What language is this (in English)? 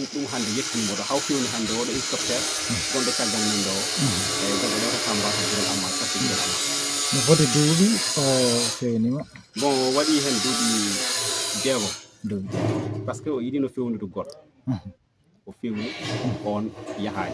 Fula